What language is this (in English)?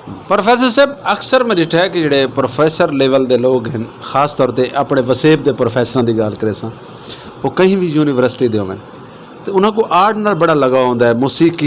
Saraiki